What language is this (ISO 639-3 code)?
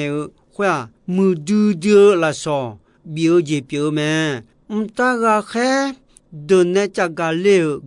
ahk